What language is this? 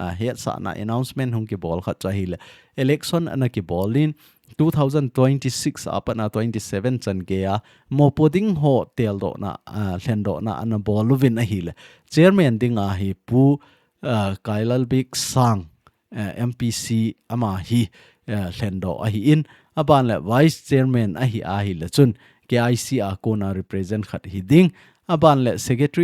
Thado Chin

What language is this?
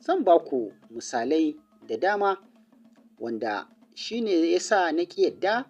Hausa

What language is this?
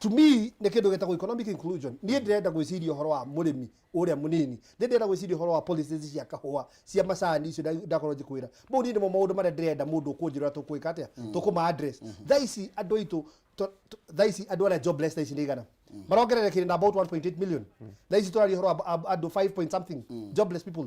Kikuyu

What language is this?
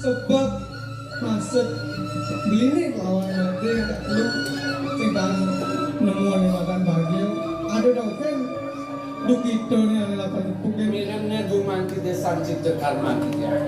Balinese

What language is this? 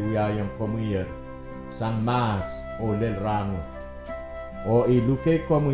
Pohnpeian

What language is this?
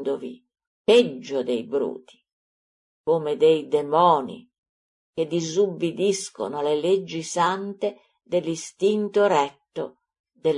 Italian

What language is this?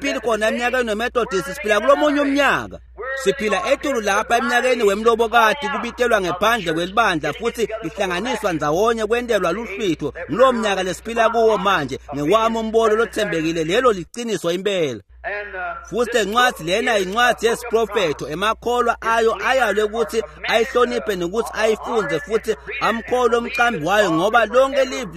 Swati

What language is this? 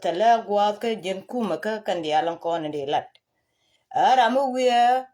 Nuer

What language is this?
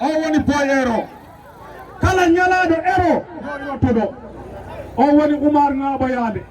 Fula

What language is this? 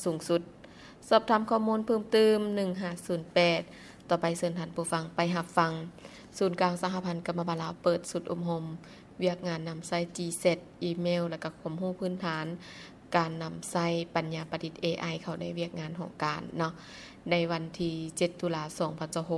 Lao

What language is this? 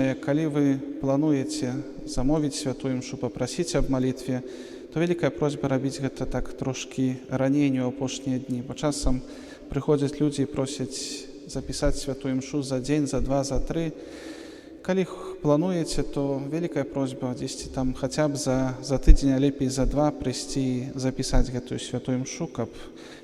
Belarusian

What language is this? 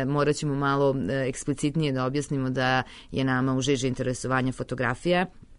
Serbian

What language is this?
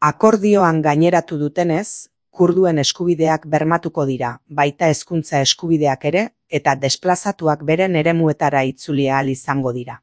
Basque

